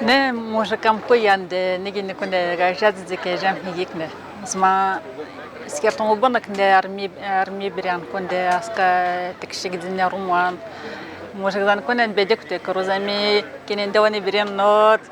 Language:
Atikamekw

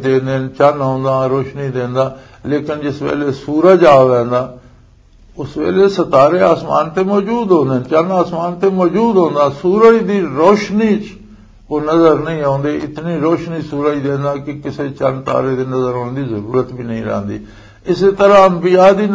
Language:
Western Panjabi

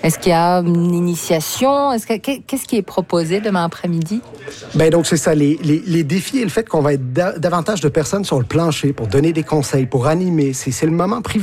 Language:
French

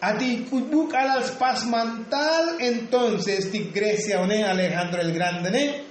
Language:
Tzotzil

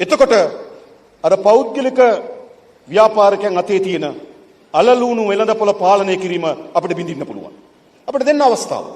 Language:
Sinhala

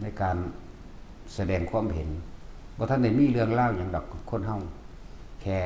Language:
Northeastern Thai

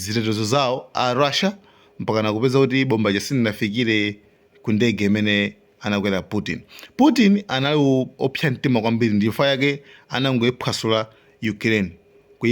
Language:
Nyanja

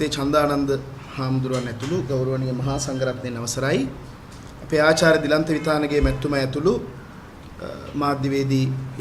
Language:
Sinhala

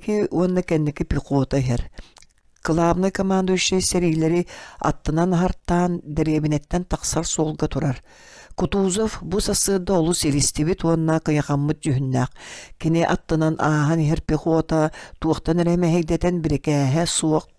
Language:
Yakut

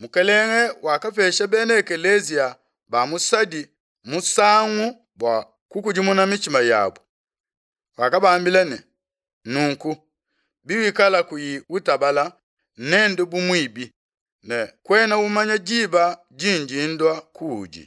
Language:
Luba-Lulua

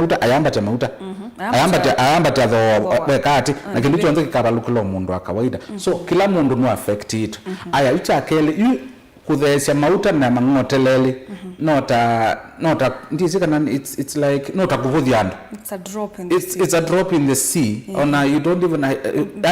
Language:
Kamba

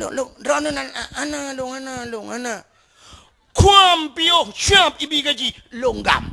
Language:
Achinese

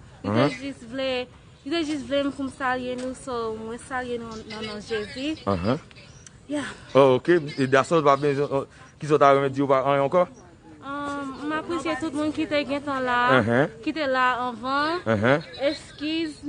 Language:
Haitian Creole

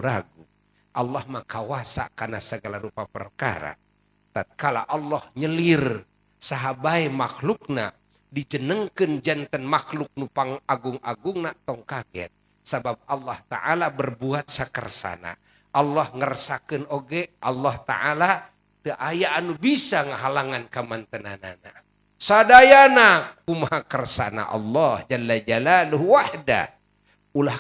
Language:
Sundanese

